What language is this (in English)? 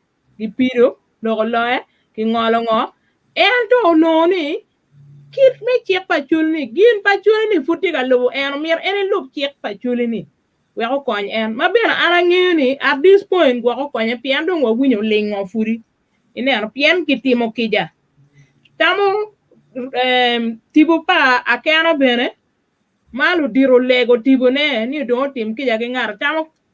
Acoli